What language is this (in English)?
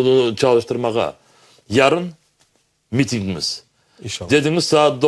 Crimean Tatar